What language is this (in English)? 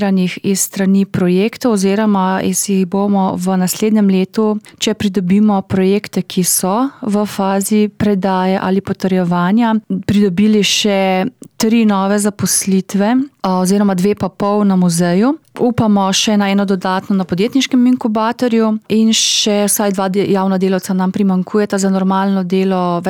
Slovenian